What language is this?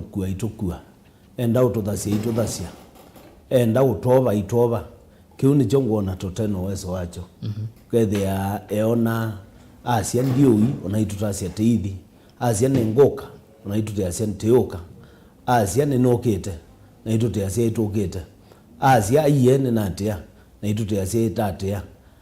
Kamba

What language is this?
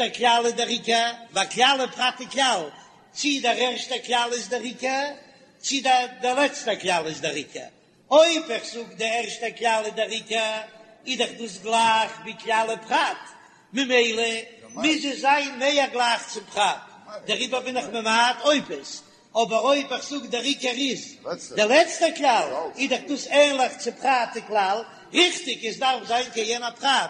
Yiddish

